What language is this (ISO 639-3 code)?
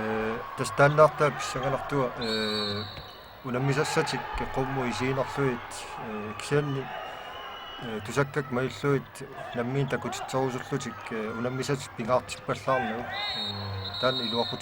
kal